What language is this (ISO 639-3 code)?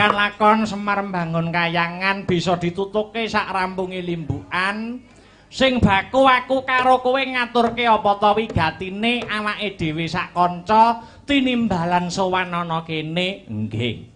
jav